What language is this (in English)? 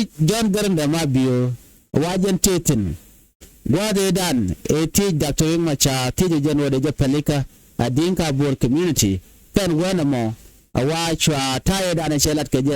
Nuer